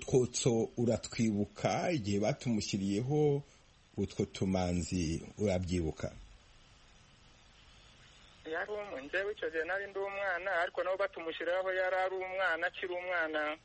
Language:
Kinyarwanda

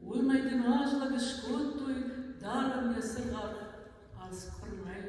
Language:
Ossetic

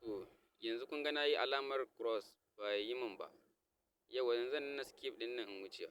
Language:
Hausa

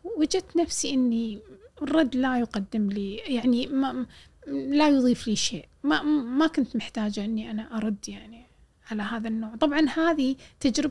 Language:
Gulf Arabic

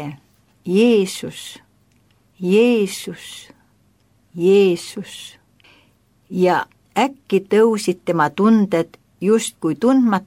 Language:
Estonian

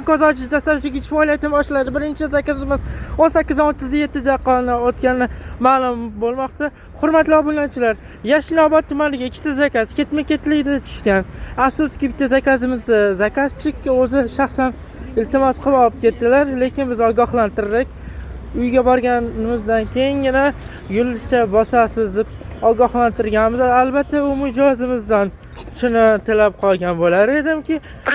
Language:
Uzbek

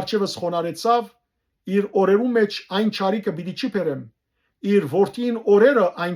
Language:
Western Armenian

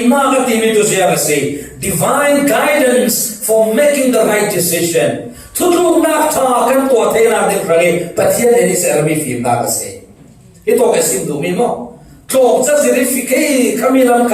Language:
Falam Chin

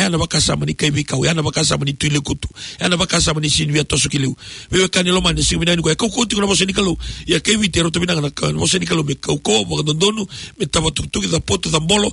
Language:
Fijian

